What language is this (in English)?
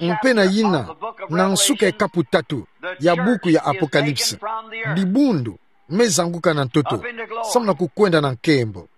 Kituba (Democratic Republic of Congo)